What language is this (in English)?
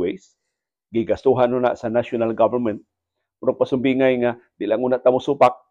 Cebuano